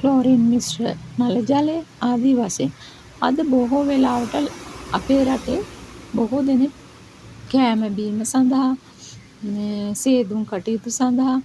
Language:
Sinhala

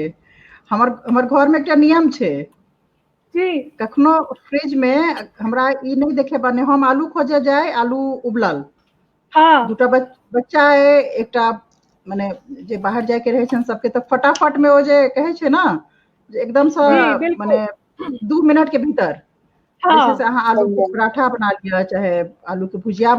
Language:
Maithili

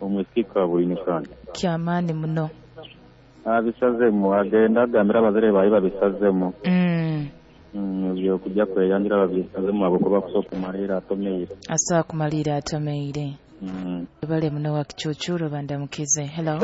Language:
Nyoro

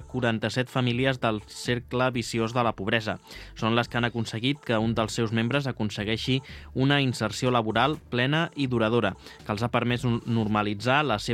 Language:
Catalan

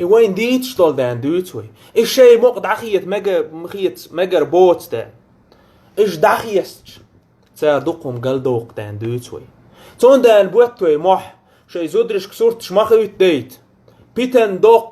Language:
Chechen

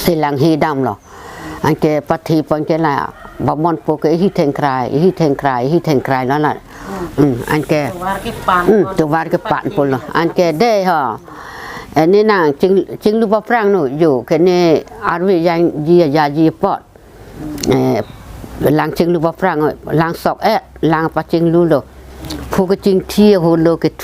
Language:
Karbi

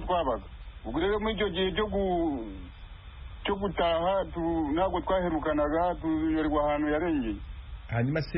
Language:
Kinyarwanda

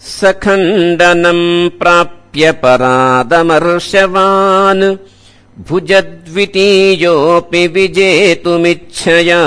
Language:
Sanskrit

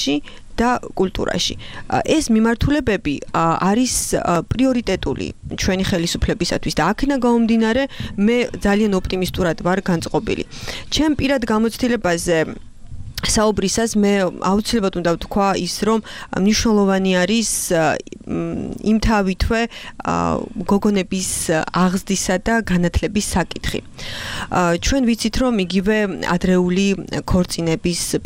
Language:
Georgian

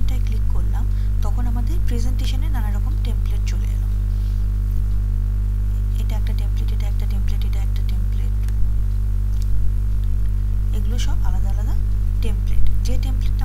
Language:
Bangla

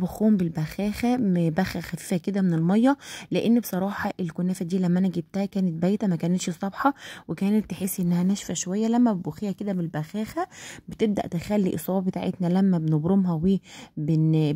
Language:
Egyptian Arabic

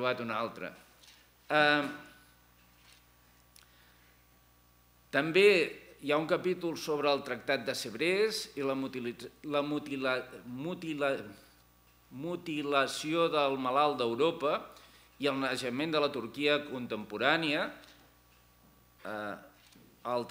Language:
Catalan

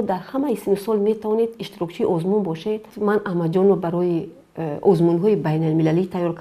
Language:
Tajik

